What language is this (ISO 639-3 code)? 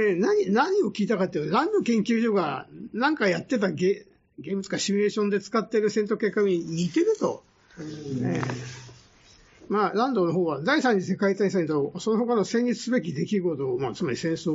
jpn